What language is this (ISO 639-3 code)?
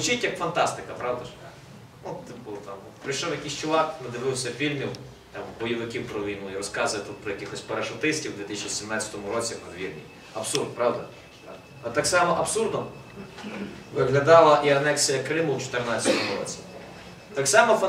ukr